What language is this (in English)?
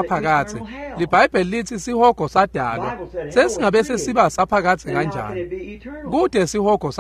Swati